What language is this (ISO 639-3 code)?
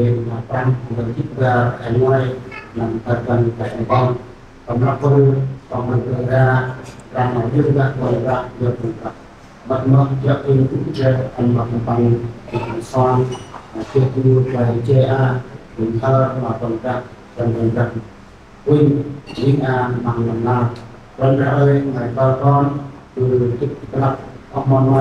cmo